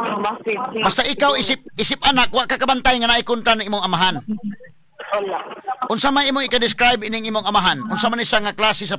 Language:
Cebuano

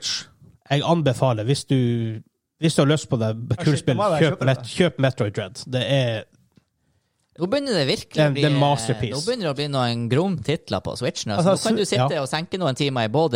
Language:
Norwegian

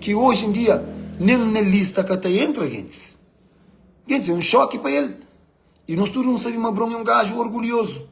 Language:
Kabuverdianu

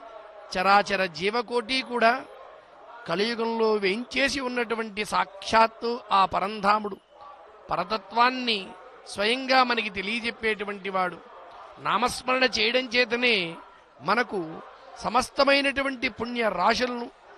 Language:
Telugu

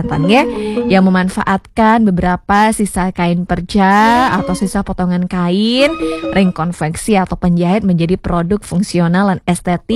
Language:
Balinese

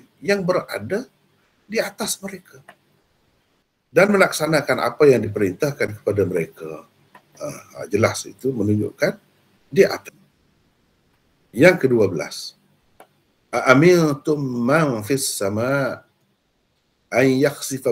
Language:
Malay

